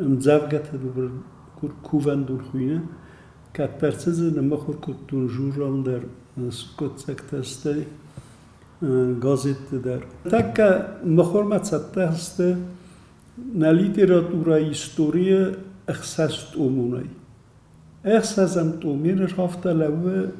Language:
Ossetic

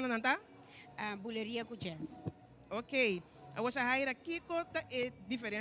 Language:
Papiamento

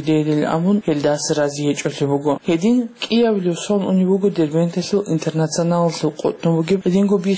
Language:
Avaric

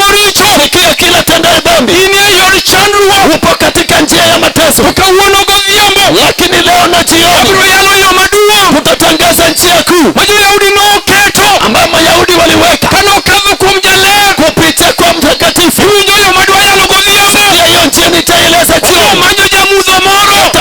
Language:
Luo (Kenya and Tanzania)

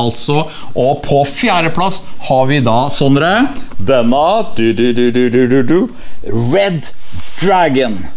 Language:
Norwegian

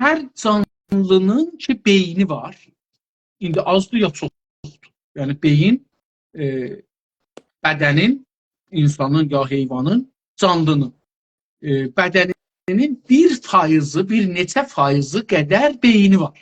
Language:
South Azerbaijani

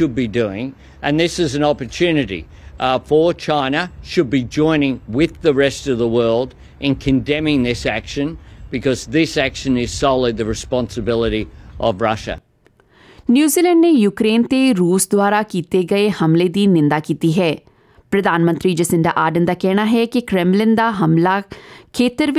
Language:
Punjabi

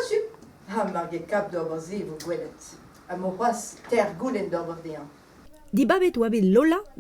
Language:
Breton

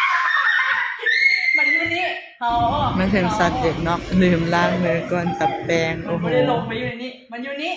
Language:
Lao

